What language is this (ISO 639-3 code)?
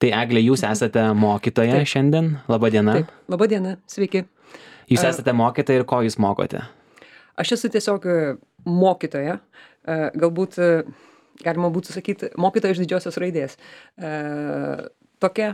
lit